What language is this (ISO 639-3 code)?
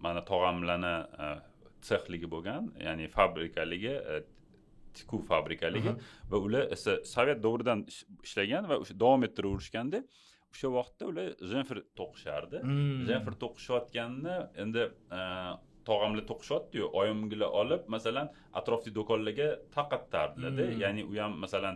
uzb